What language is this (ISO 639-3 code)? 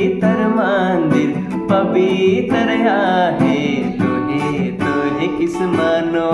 sck